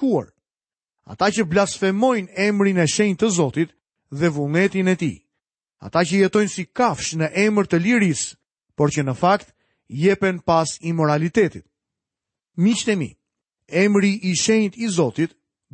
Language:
Albanian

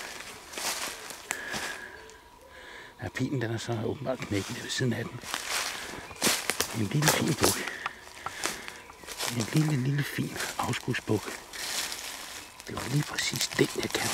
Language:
Danish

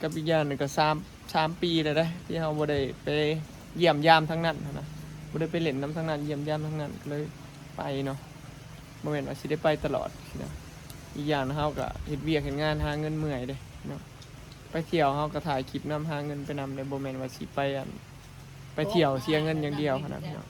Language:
Northeastern Thai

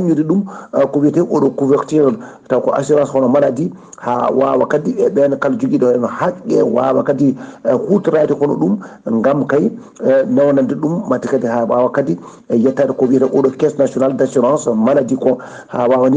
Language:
Fula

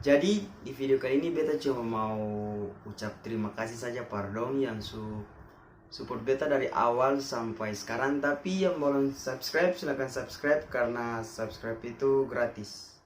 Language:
Ambonese Malay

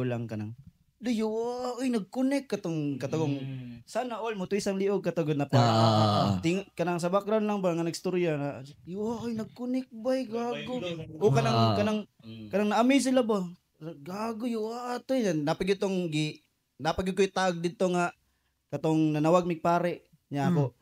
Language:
Cebuano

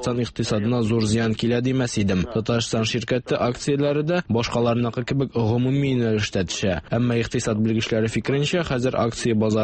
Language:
Tatar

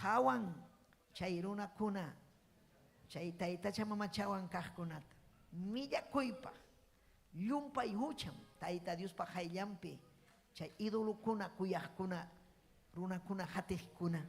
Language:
Ayacucho Quechua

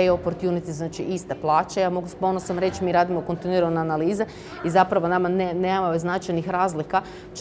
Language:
Croatian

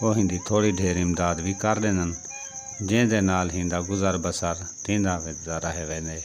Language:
Saraiki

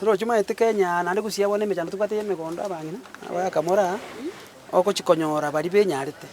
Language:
Gusii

